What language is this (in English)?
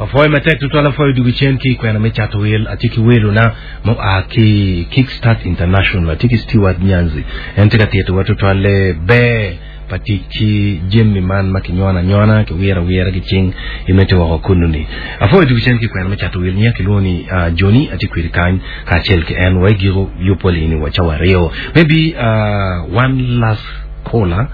Acoli